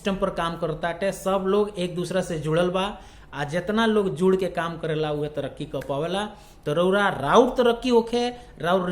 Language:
Bhojpuri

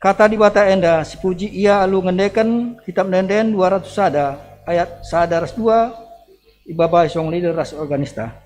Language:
Batak Karo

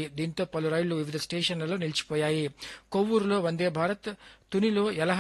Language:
Telugu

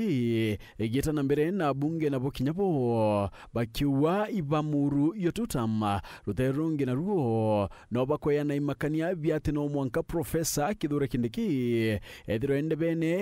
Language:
Meru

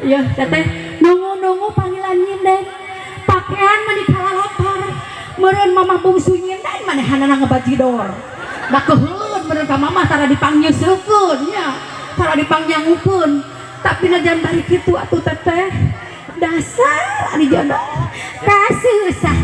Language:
Sundanese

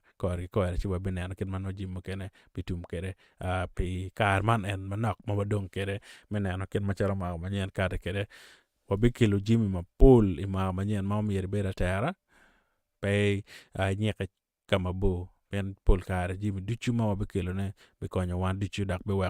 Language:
Acoli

